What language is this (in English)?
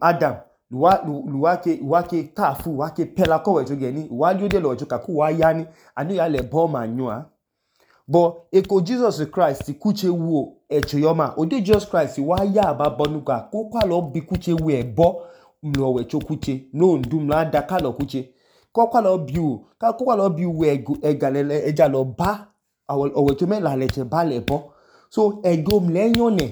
Idoma